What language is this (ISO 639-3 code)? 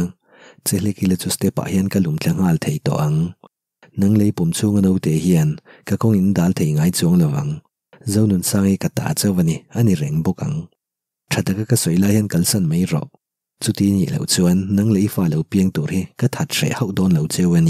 lus